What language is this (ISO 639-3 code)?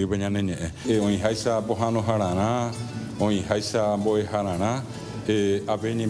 grn